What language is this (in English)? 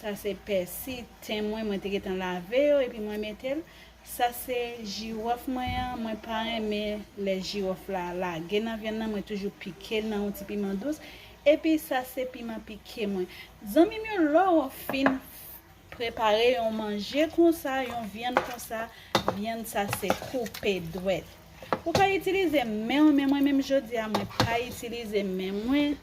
Haitian Creole